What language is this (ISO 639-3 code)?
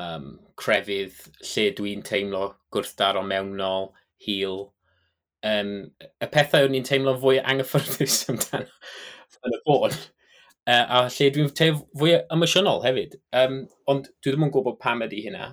cym